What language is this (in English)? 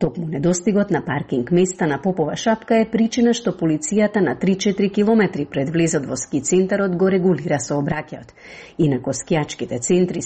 Macedonian